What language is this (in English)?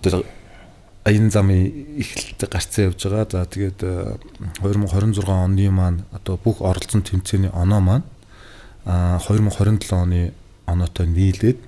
Mongolian